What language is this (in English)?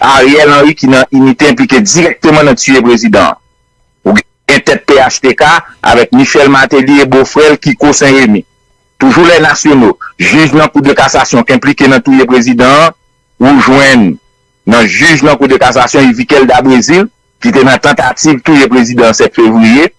Haitian Creole